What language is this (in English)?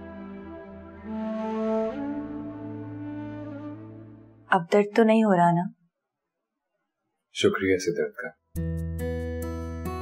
Hindi